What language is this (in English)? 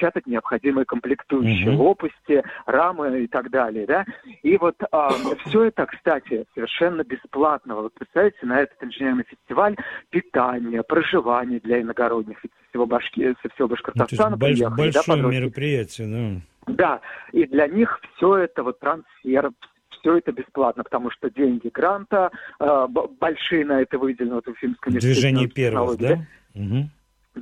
Russian